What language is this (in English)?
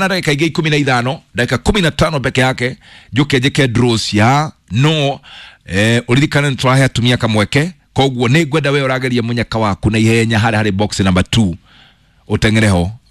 Kikuyu